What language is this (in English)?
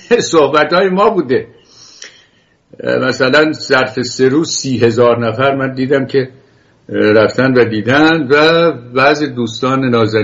Persian